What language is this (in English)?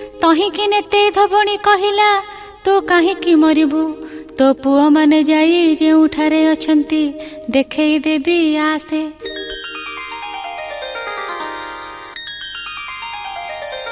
Odia